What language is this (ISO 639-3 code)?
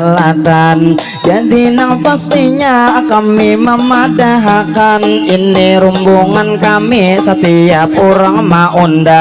bjn